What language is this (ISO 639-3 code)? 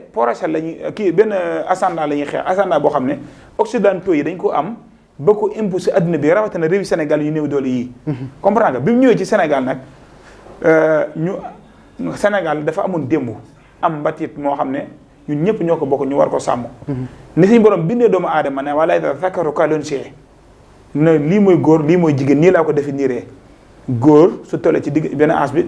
wol